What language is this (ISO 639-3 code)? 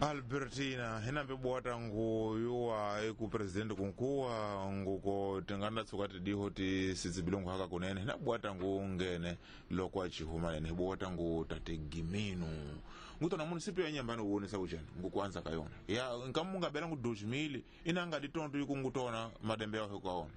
tso